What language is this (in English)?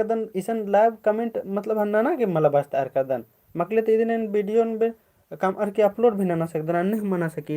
Kurukh